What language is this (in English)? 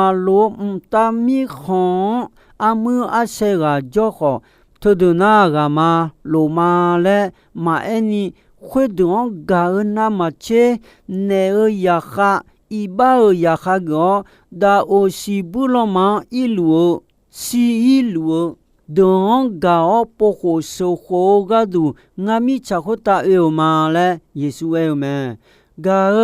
Akha